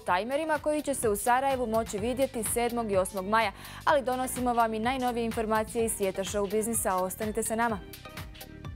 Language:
Bosnian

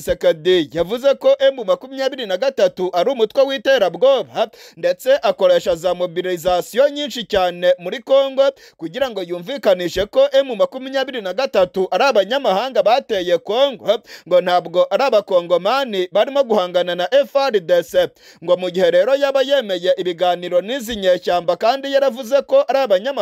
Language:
Kinyarwanda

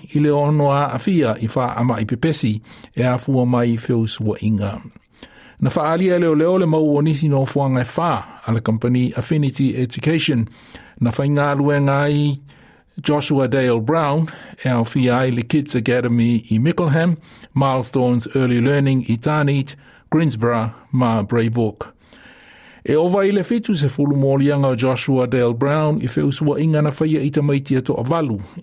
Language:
Samoan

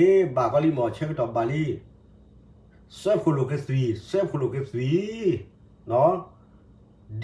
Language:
S'gaw Karen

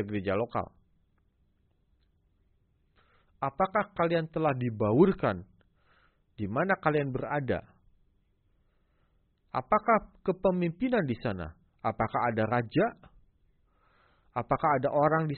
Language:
Indonesian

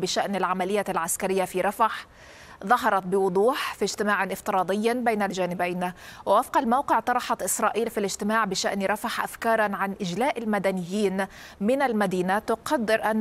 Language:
Arabic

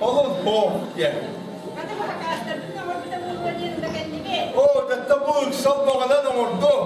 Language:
Yakut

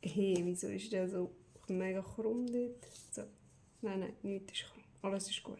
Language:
Swiss German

